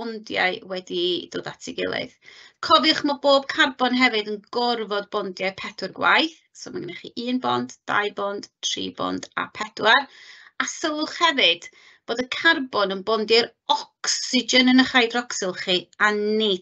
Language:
Welsh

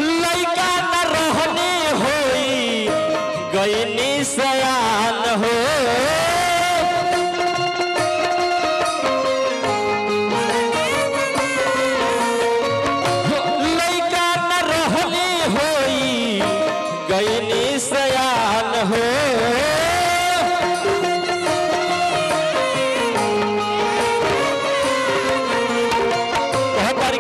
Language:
Bhojpuri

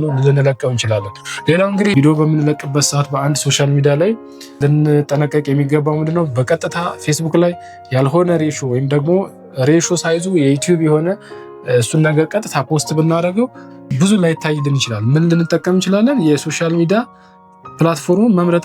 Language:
Amharic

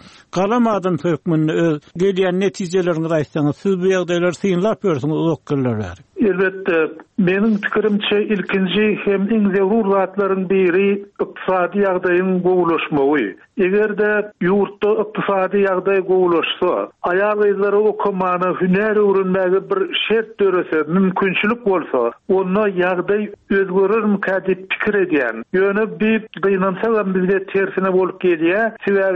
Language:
Turkmen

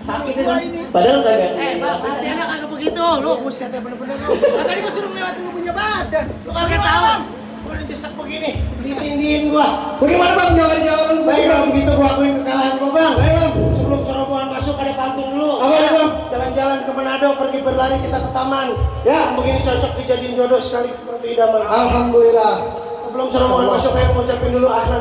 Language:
Betawi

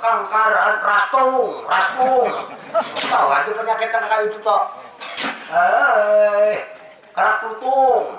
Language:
Banjar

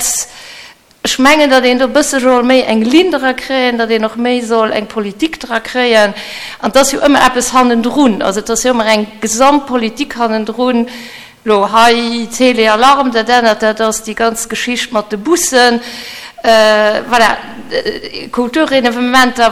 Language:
Luxembourgish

